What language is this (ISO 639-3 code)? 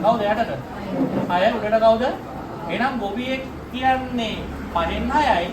sin